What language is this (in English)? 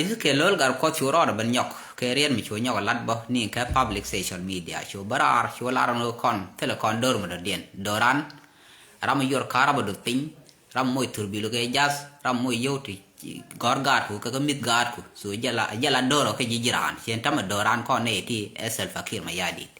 Nuer